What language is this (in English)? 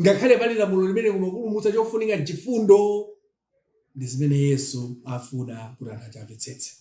Nyanja